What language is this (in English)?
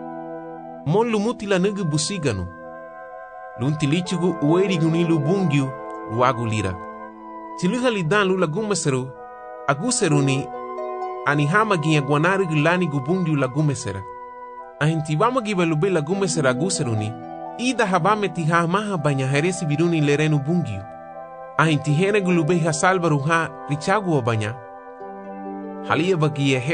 Garifuna